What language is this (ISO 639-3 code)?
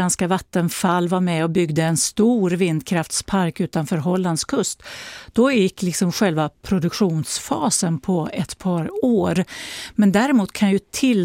swe